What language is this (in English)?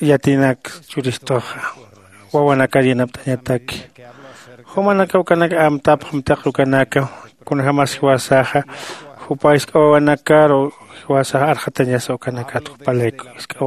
Aymara